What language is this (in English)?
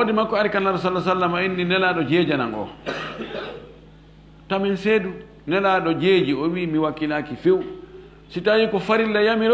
Fula